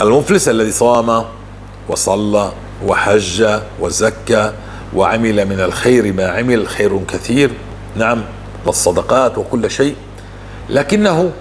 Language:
North Levantine Arabic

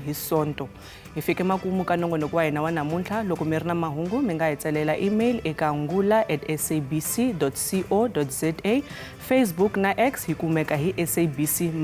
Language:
Tsonga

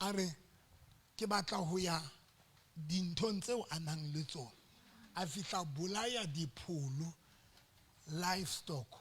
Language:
Southern Sotho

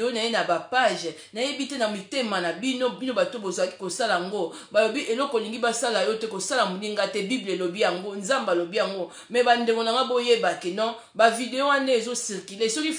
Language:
Lingala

